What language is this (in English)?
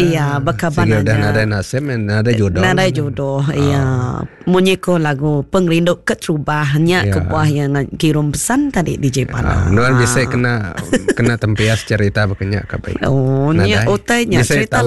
Iban